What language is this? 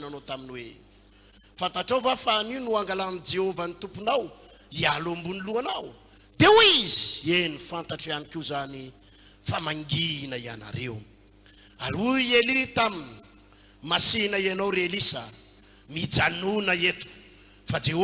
Malagasy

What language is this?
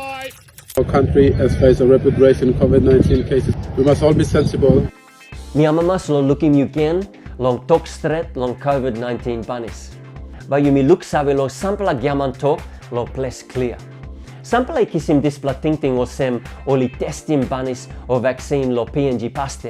Tok Pisin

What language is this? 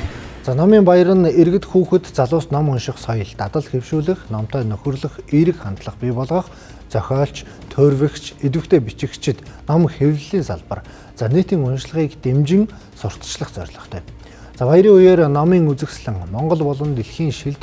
Mongolian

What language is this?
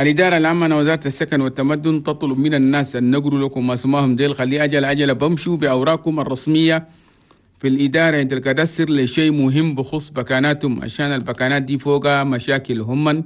Chadian Arabic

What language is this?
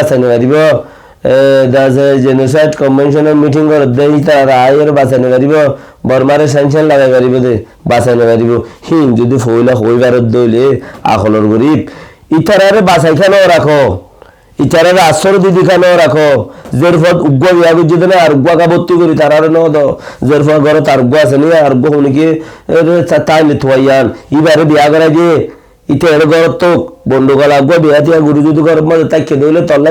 Rohingya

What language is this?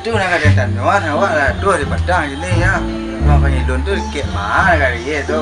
Minangkabau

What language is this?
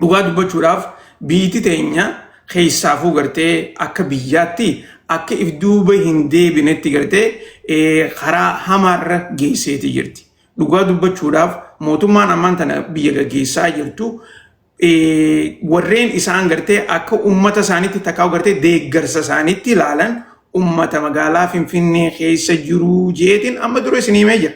Oromo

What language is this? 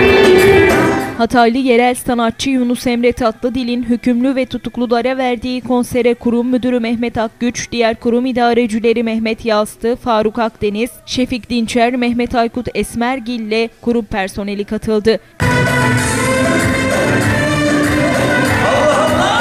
Turkish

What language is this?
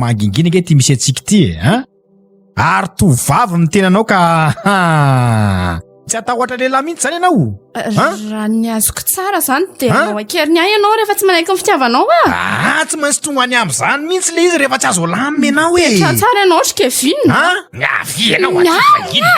Malagasy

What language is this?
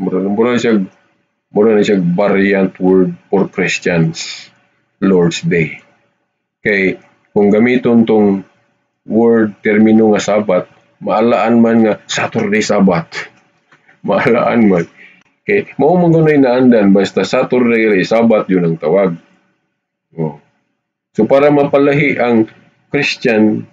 Cebuano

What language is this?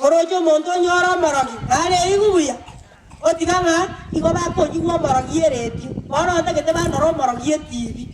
Gusii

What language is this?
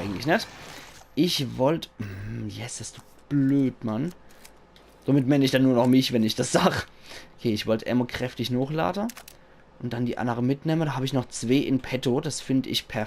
Palatine German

